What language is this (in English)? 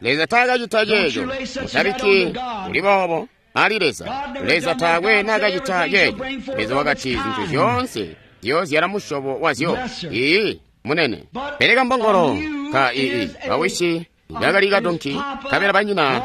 Tonga (Zambia)